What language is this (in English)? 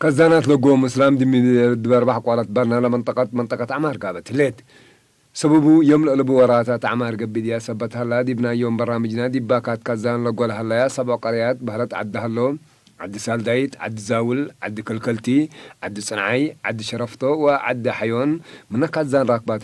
Tigre